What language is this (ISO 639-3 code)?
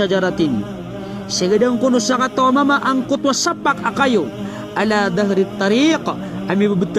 mrw